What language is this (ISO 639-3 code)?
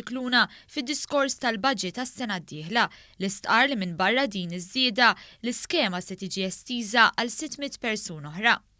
mlt